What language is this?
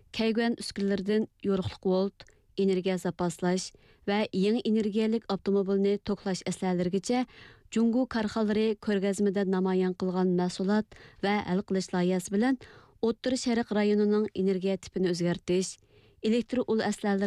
Uyghur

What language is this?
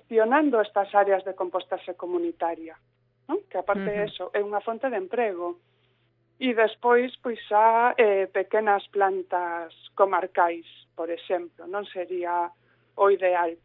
Galician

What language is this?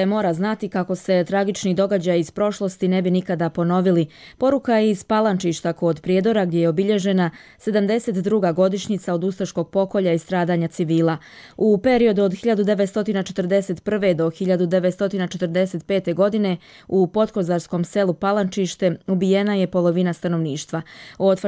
Bosnian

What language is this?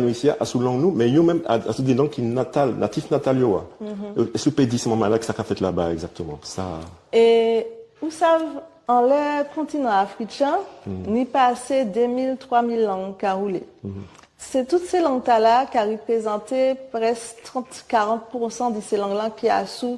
Guadeloupean Creole French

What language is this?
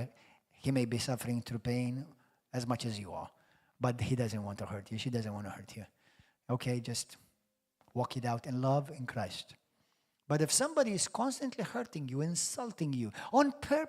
English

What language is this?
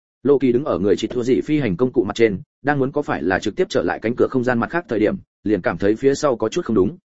Vietnamese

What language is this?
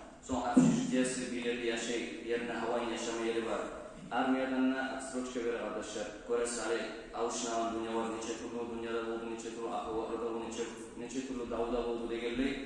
Kumyk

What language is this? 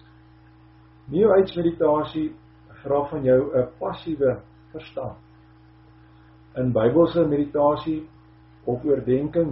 Afrikaans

